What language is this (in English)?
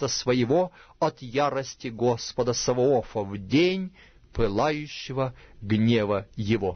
Russian